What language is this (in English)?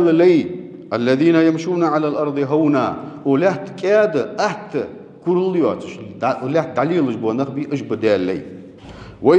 Ingush